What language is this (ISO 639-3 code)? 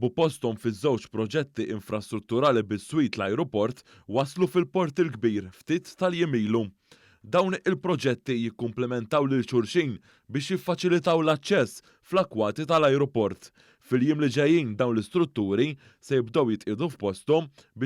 mlt